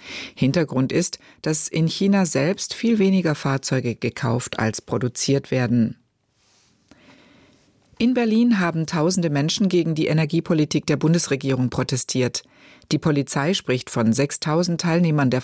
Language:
German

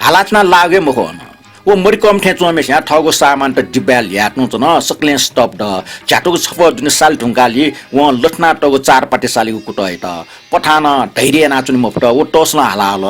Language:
Newari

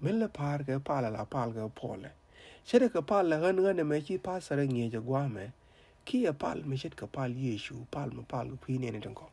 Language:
Nuer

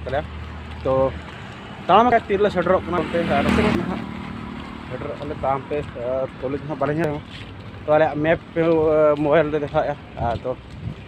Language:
Santali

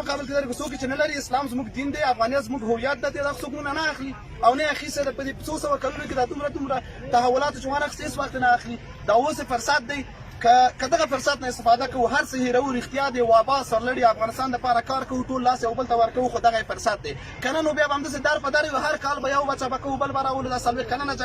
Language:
Pashto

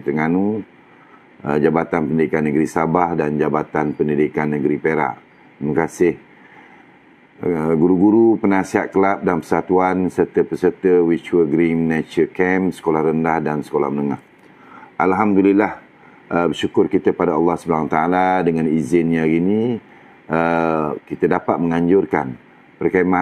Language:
Malay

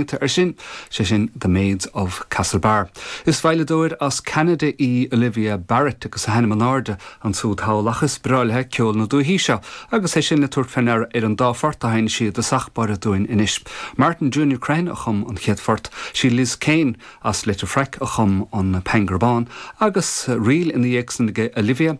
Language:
Irish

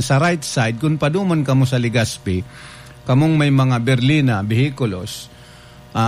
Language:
Bikol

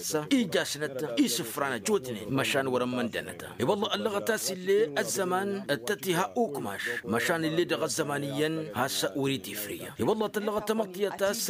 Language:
Tamasheq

